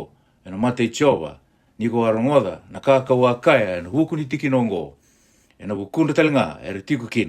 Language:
Fijian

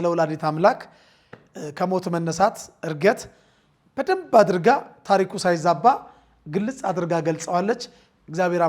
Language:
Amharic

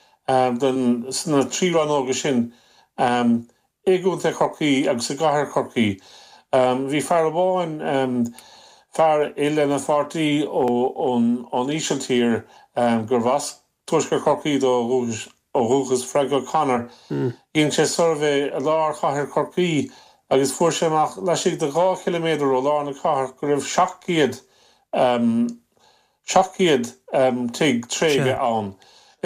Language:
Irish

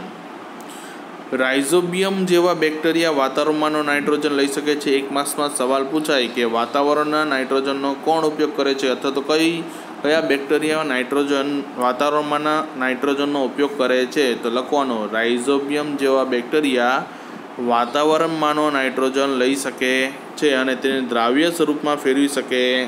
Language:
Gujarati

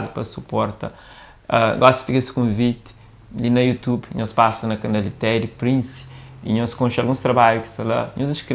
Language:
Kabuverdianu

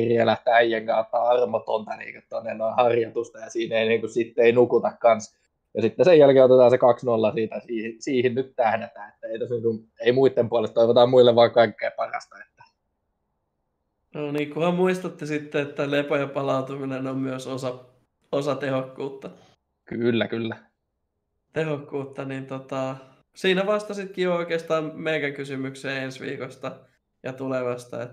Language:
Finnish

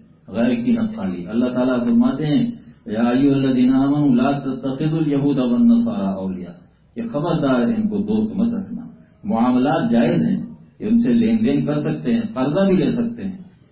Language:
Urdu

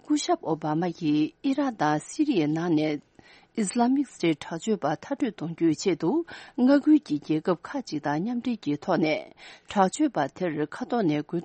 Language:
Tibetan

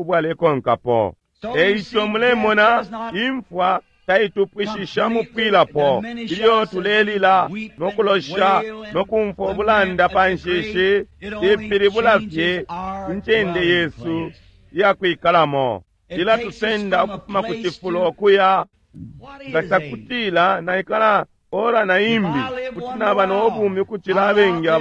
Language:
Bemba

